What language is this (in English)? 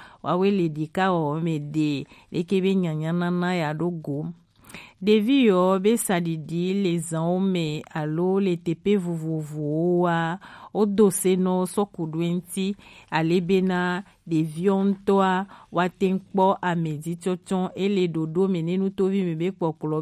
Gen